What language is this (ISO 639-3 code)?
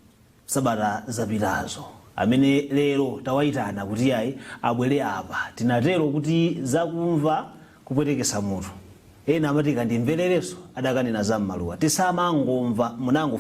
nya